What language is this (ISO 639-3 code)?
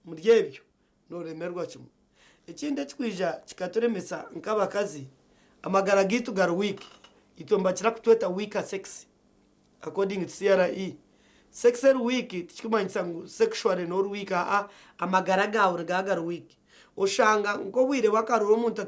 nyn